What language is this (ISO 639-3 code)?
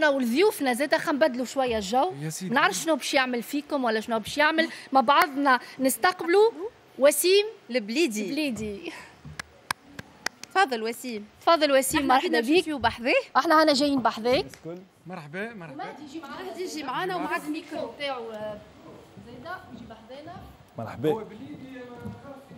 aeb